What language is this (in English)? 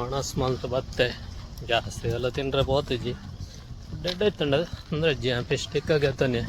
Tulu